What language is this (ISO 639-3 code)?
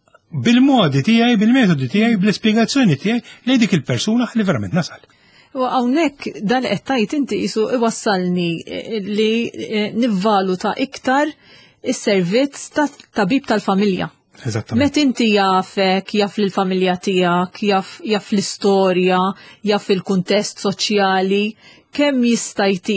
mlt